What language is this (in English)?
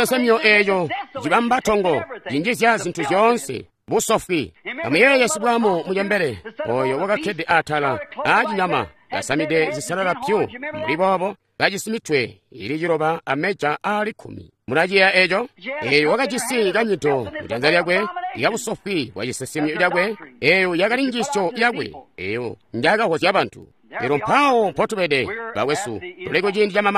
Tonga (Zambia)